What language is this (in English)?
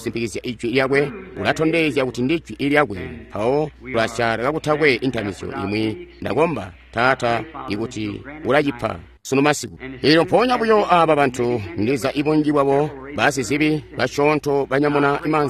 Tonga (Zambia)